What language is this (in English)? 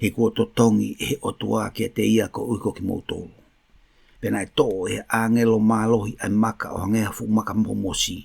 Tongan